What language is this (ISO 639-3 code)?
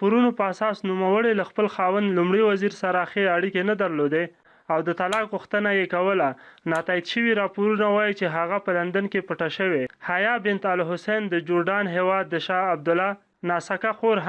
pus